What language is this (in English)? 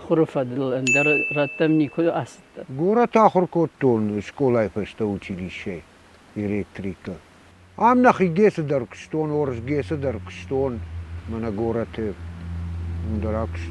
Ossetic